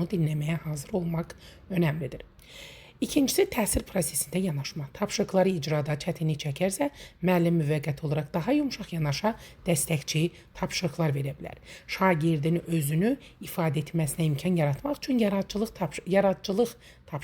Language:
Azerbaijani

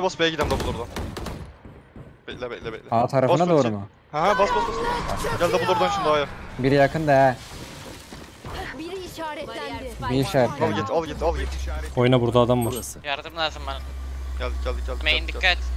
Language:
Turkish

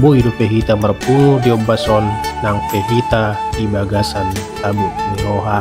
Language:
Batak Toba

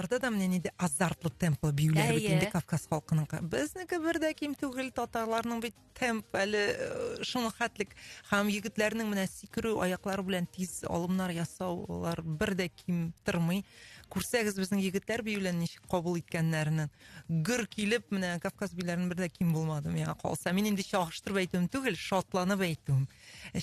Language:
Tatar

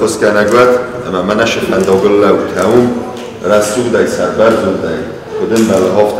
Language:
Ossetic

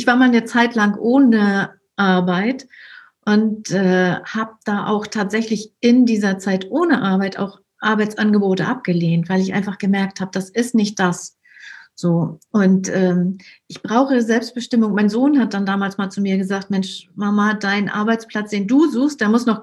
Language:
German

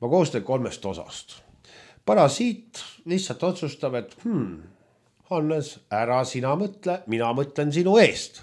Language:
Estonian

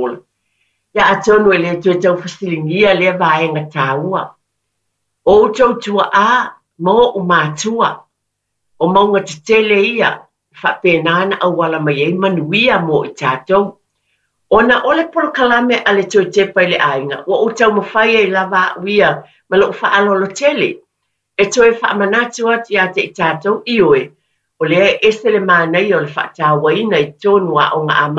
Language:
Samoan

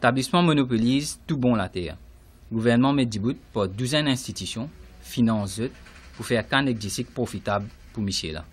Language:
Morisyen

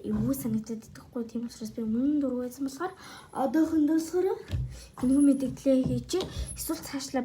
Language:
Mongolian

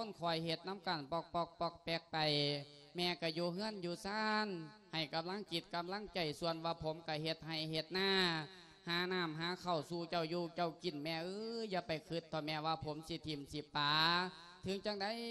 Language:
Lao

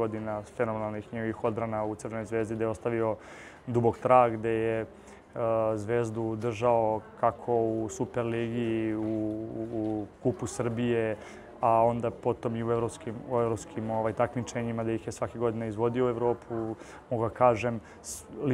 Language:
Serbian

